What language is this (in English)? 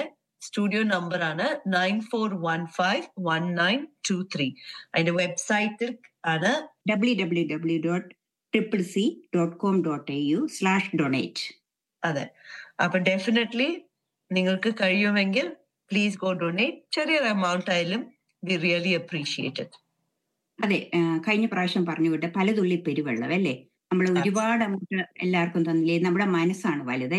Malayalam